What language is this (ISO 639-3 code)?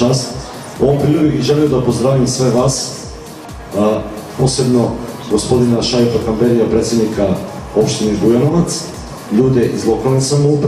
srp